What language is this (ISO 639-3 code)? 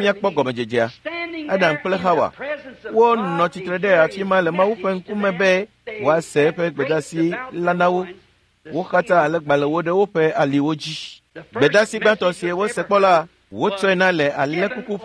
ewe